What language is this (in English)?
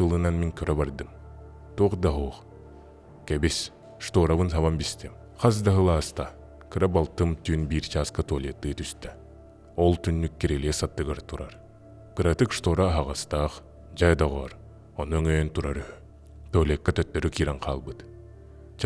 Yakut